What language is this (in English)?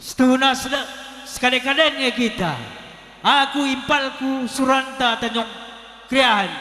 Batak Karo